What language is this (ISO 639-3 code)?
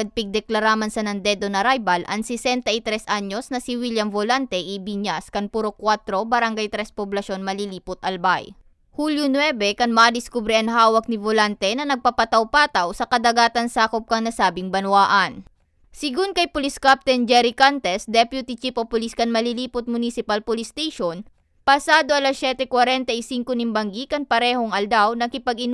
bik